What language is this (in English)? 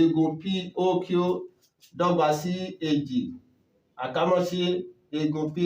Yoruba